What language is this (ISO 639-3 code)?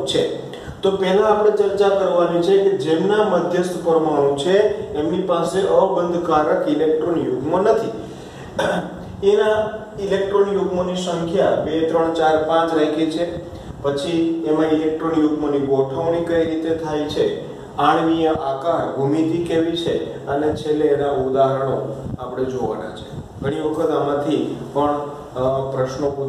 guj